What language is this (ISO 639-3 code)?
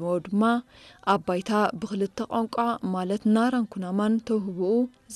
tir